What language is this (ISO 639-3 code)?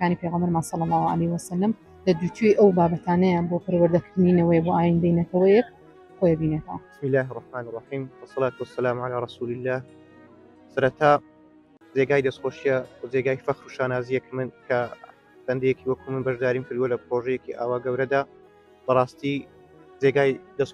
ckb